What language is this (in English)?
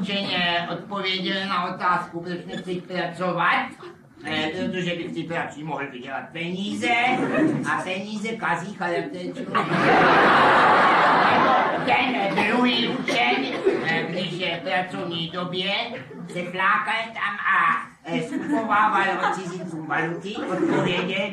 Czech